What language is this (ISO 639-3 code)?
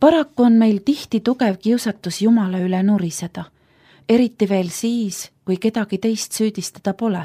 est